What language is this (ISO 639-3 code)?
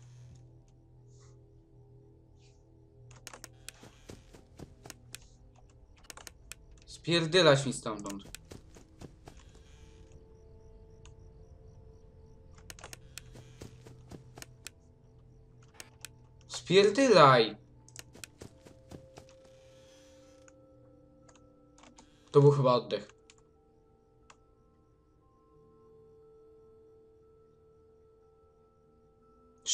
pol